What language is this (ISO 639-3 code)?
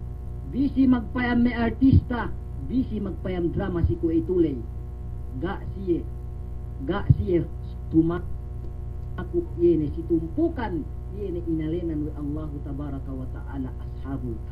yka